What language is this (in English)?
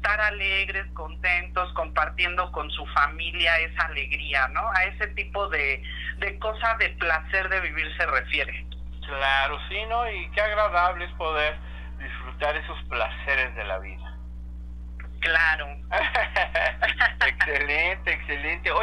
Spanish